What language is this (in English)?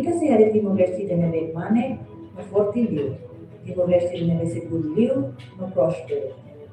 Tetum